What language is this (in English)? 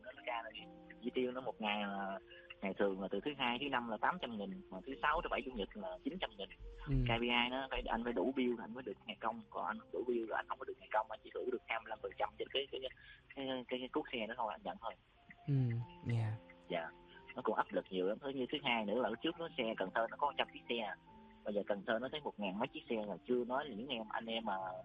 Vietnamese